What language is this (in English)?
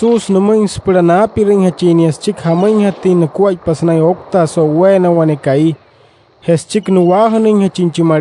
Wayuu